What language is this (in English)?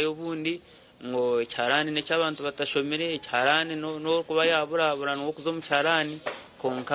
Nyankole